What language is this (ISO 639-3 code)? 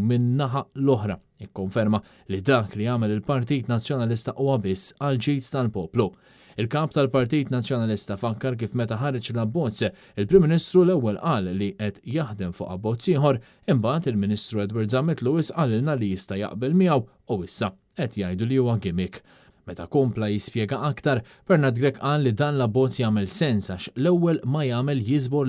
mlt